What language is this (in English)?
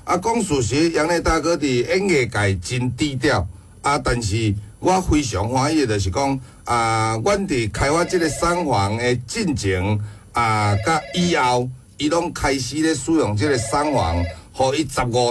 Min Nan Chinese